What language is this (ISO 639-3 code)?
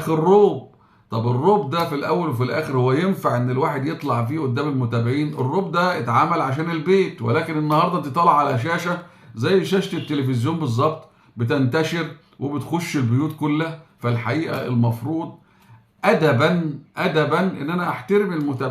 arz